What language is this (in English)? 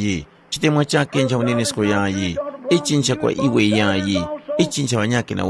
Tumbuka